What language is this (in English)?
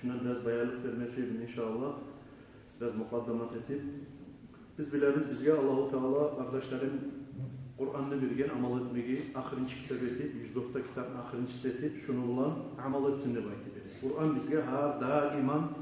Kumyk